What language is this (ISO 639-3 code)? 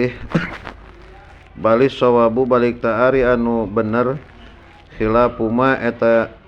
sun